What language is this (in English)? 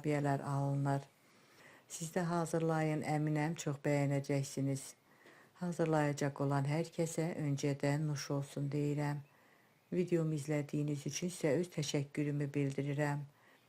Azerbaijani